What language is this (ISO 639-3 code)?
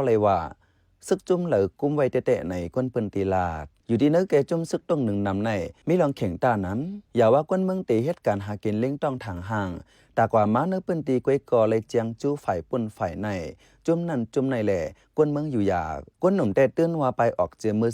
shn